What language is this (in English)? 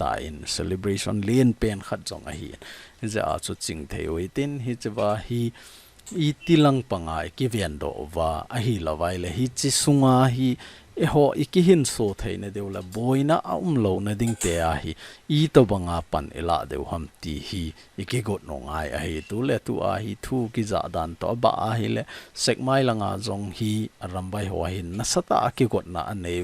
Thado Chin